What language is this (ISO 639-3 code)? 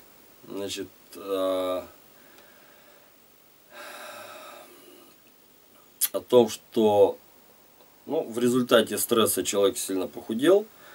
rus